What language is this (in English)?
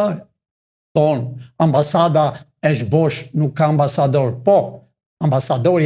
Albanian